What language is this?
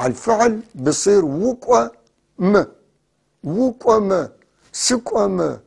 North Levantine Arabic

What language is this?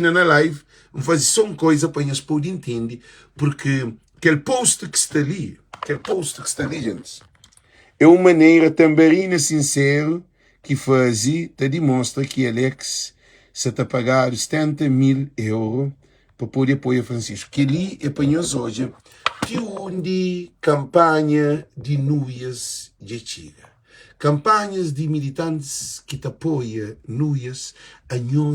Kabuverdianu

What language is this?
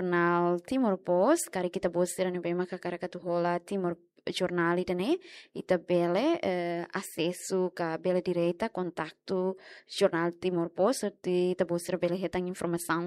Tetum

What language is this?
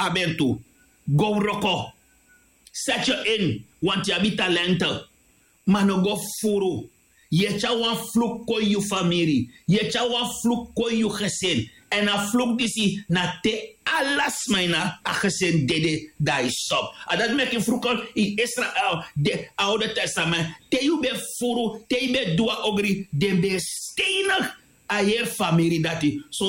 Sranan Tongo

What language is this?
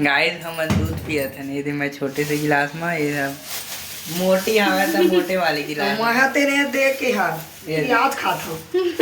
Chhattisgarhi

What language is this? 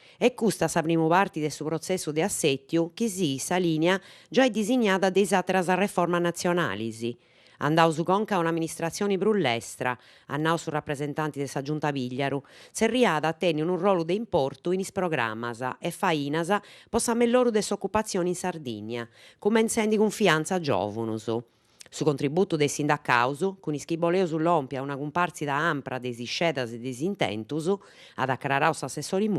Sardinian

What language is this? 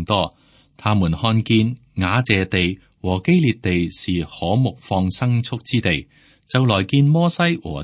Cantonese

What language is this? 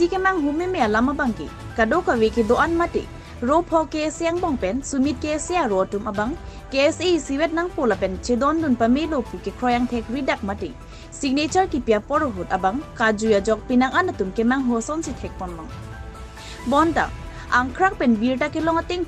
Karbi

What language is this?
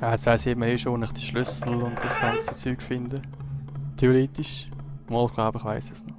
Swiss German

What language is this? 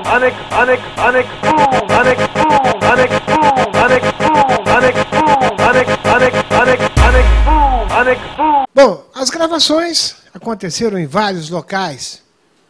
Portuguese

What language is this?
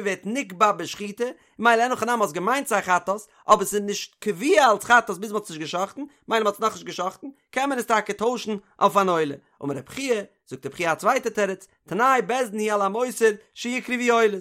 Yiddish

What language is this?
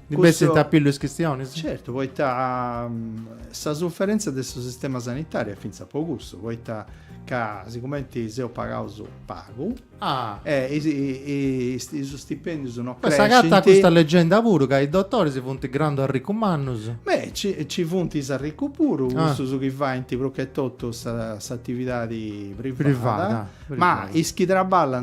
Sardinian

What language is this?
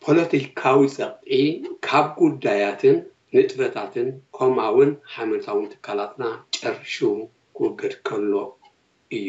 Tigrinya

